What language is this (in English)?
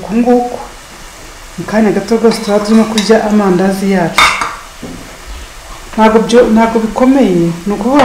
Kinyarwanda